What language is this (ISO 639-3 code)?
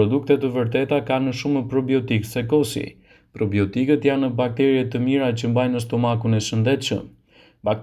sqi